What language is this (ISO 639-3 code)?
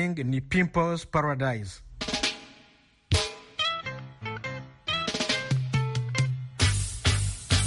kin